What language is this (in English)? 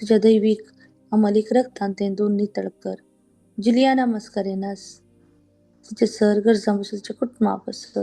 Konkani